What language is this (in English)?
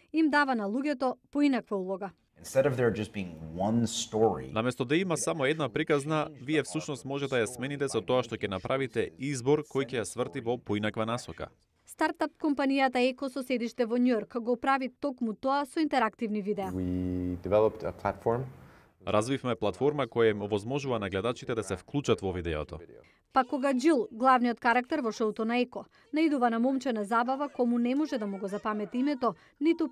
Macedonian